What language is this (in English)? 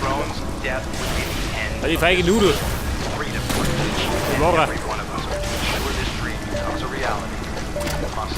Bavarian